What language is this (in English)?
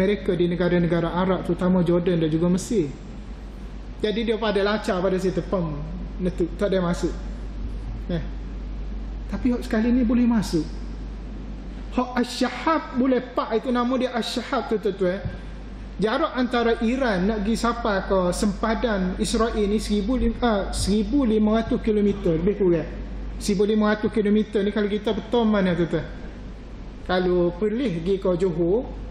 Malay